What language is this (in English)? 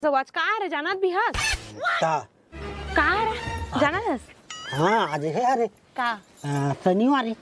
Chhattisgarhi